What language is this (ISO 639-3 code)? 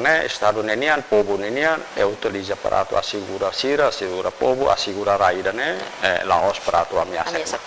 tet